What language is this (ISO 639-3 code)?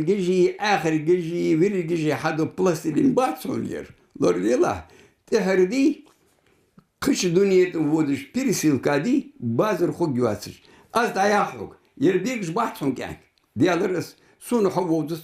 inh